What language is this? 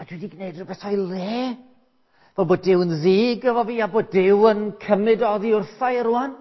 Welsh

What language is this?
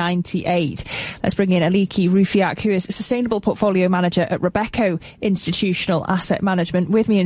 English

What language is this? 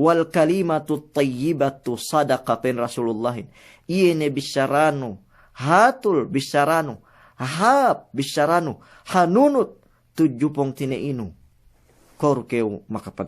Yakan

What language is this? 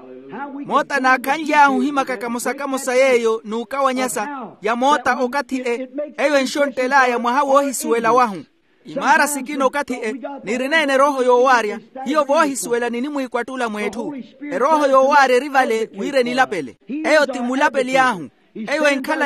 Makhuwa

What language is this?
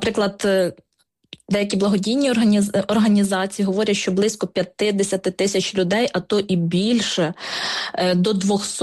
Ukrainian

